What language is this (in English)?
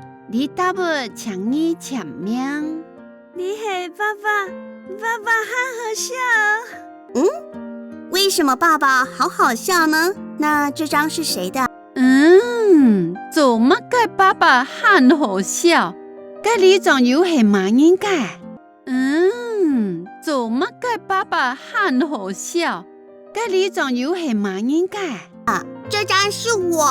Hakka Chinese